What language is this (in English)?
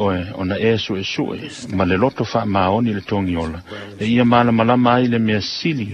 Samoan